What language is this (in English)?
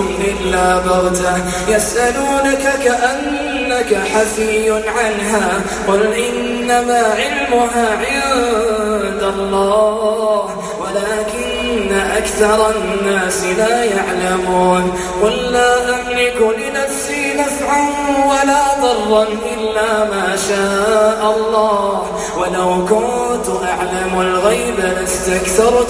Arabic